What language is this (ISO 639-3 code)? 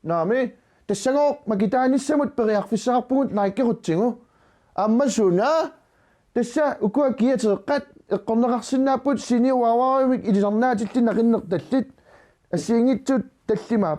kal